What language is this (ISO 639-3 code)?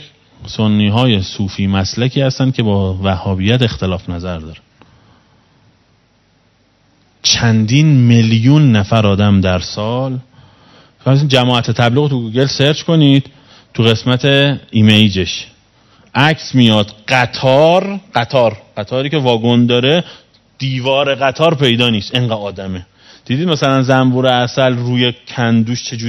fas